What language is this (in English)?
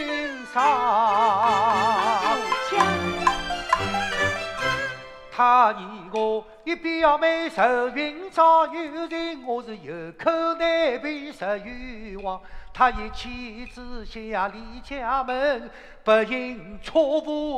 Wu Chinese